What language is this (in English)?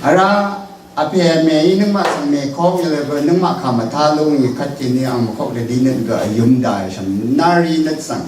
Rawang